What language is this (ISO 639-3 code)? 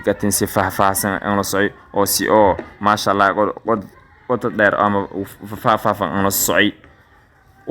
som